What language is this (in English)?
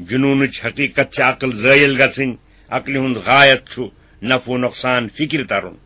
Kashmiri